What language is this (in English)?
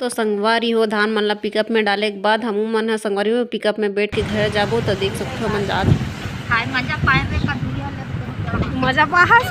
Chhattisgarhi